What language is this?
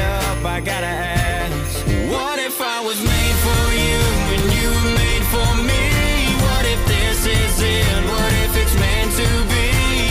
English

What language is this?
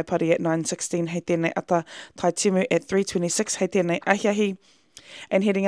Māori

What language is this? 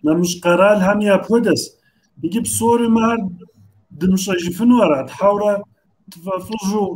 Kabardian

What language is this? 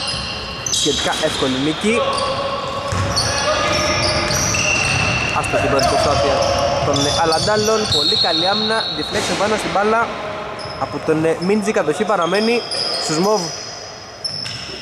Greek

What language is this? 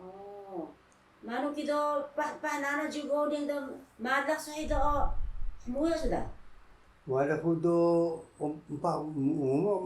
Taroko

